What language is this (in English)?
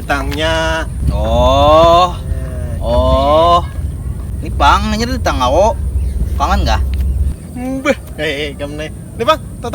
Banjar